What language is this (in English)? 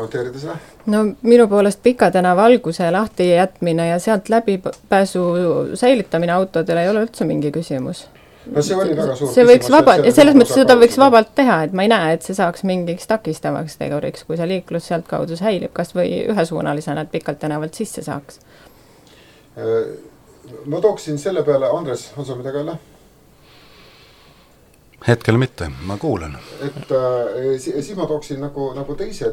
Estonian